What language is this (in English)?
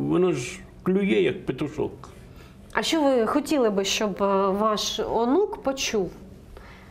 Ukrainian